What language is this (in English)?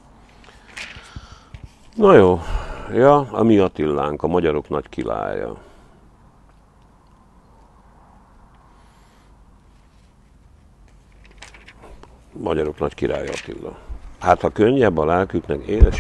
Hungarian